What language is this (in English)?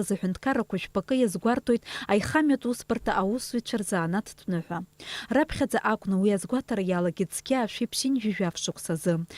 Abkhazian